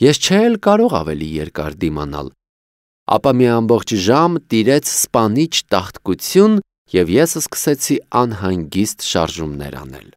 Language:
Armenian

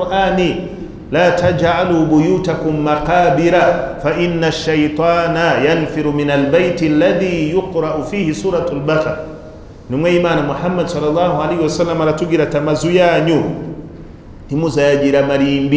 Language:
Kinyarwanda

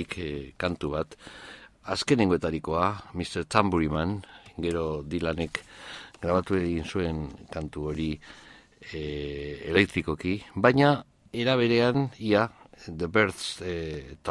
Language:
Basque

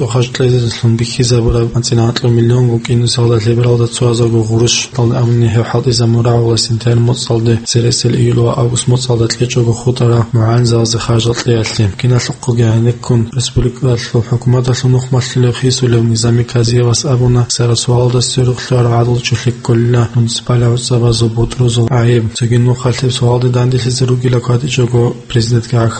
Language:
Avaric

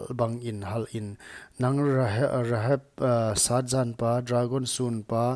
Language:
Paite Chin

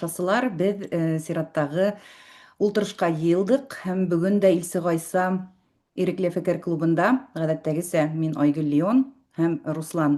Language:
Bashkir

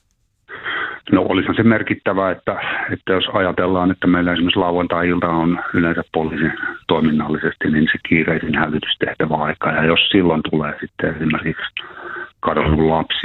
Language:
Finnish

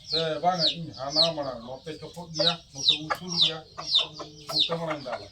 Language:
Santali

